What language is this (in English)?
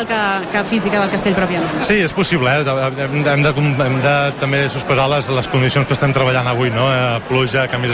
Catalan